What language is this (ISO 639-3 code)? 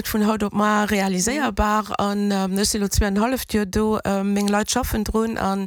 ltz